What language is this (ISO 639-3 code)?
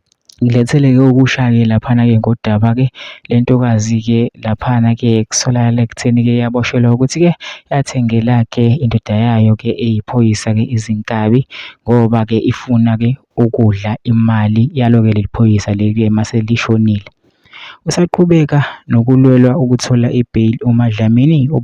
zul